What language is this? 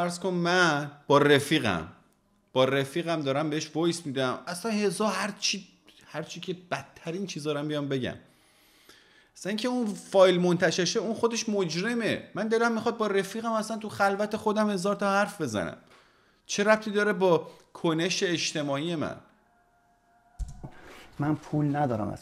Persian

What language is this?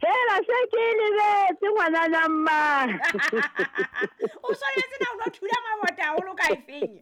Southern Sotho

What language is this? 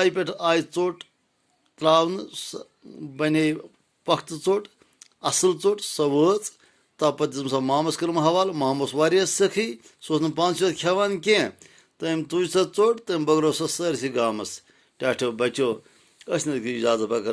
Kashmiri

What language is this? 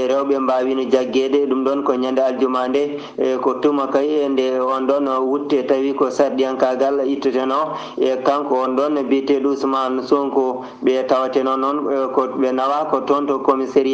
Fula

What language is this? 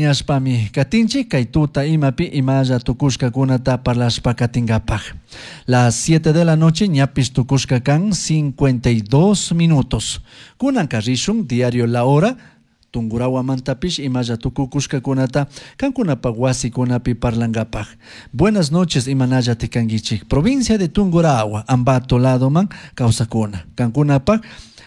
Chimborazo Highland Quichua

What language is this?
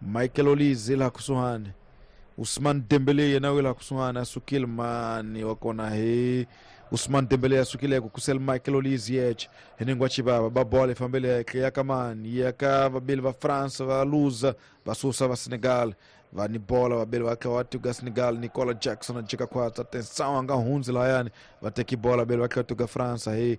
Tsonga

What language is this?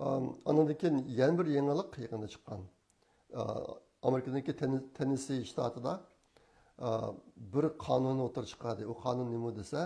Uyghur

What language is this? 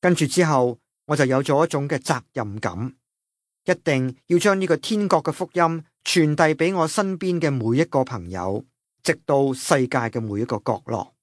Cantonese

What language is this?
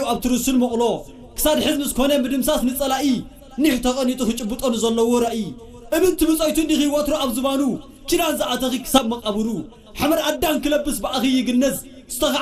Tigrinya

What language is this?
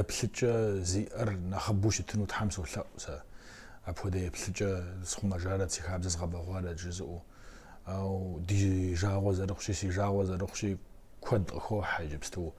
Kabardian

